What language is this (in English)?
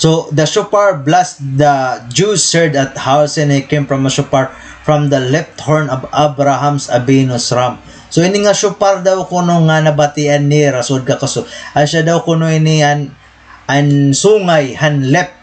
Waray